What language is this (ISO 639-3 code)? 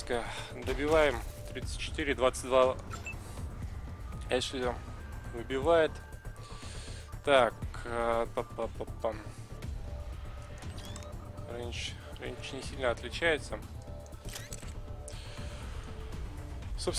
rus